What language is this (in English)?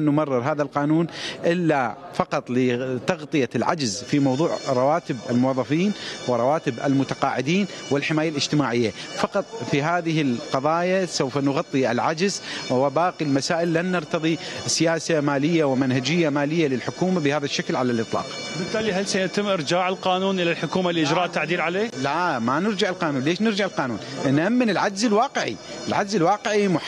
Mesopotamian Arabic